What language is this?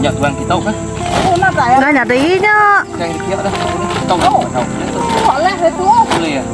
Iban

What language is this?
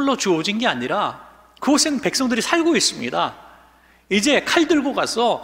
Korean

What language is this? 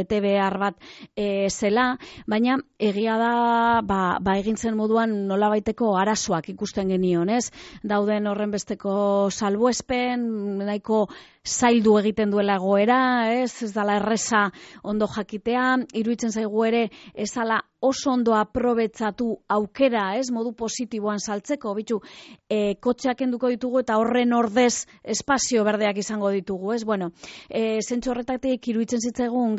Basque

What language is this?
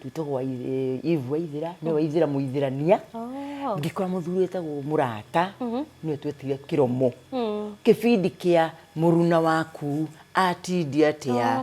Kikuyu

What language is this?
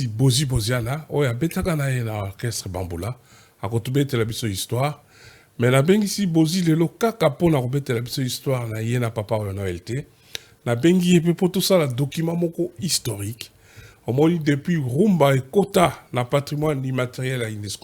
Lingala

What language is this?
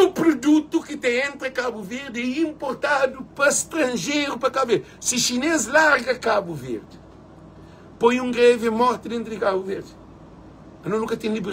Kabuverdianu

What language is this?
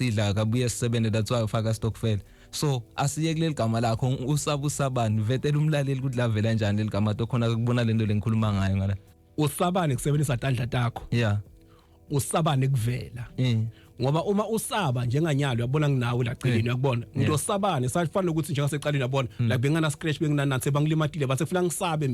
Zulu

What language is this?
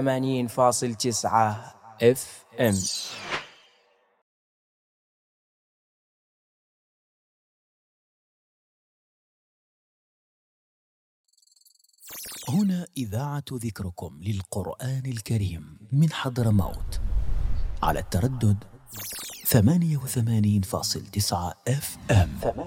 Arabic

